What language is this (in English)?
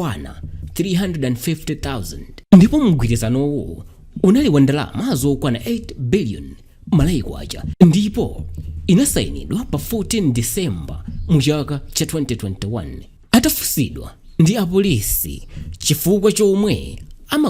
Nyanja